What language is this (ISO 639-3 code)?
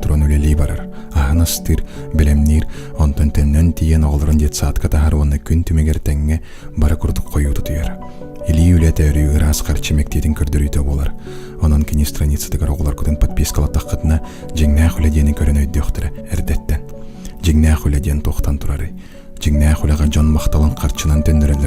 sah